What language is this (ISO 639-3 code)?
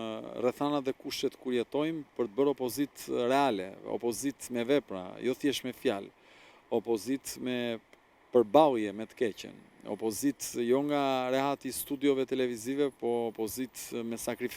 sqi